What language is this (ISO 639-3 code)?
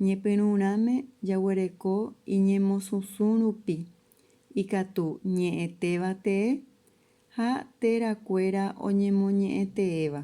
grn